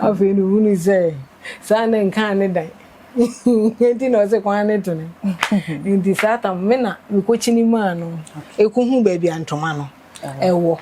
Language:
Akan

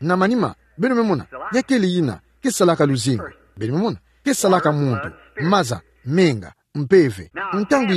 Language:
Kituba (Democratic Republic of Congo)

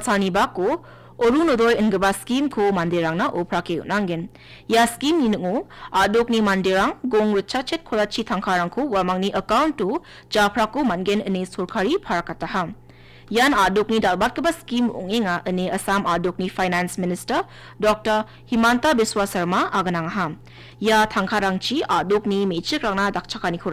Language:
Garo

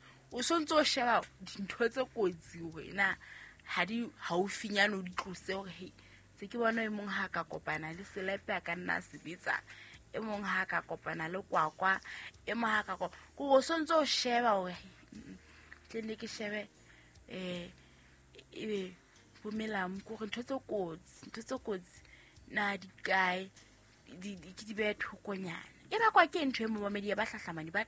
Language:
Southern Sotho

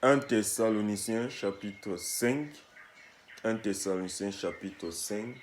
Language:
Sango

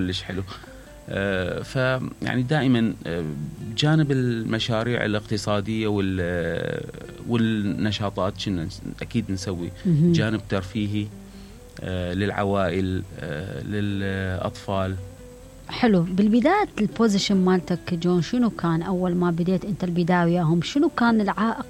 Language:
Mesopotamian Arabic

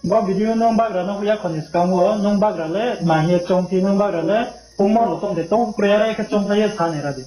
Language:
Riang (India)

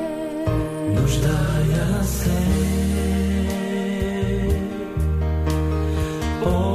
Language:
Bulgarian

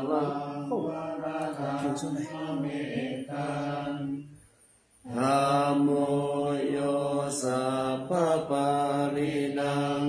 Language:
Pali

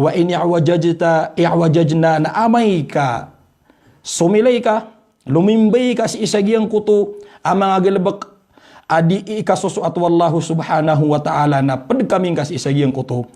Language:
Maranao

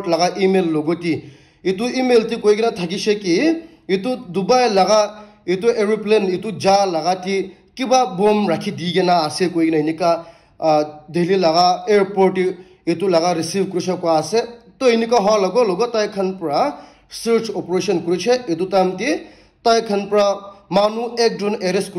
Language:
Naga Pidgin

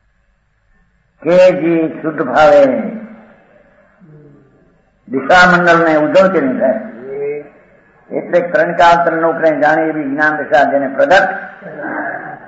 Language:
Gujarati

